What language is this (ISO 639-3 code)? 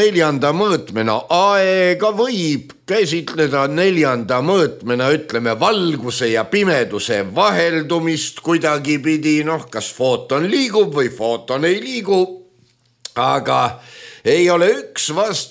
est